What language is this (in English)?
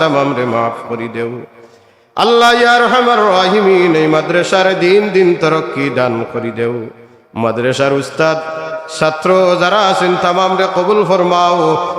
Sylheti